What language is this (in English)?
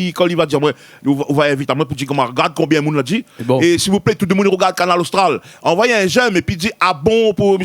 Réunion Creole French